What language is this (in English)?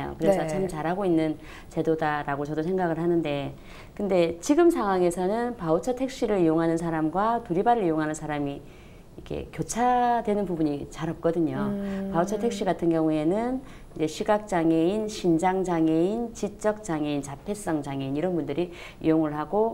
Korean